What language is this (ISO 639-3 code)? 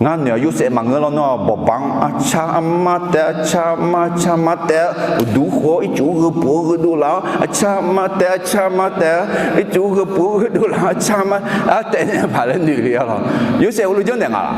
ahk